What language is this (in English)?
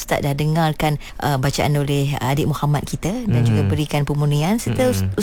Malay